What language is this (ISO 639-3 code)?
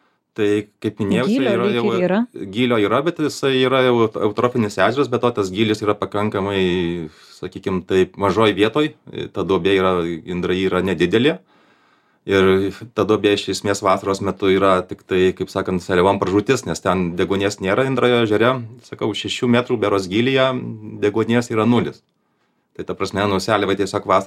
lit